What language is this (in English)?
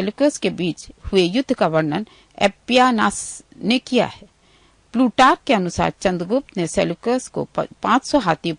Hindi